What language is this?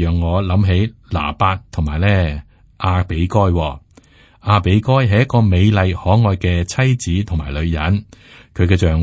Cantonese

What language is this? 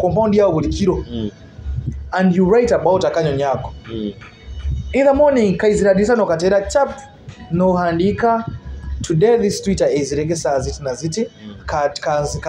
Nyoro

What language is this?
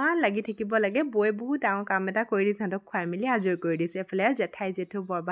Assamese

